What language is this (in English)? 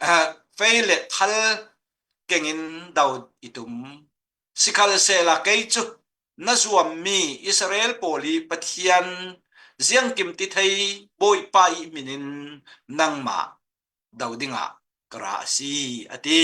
Falam Chin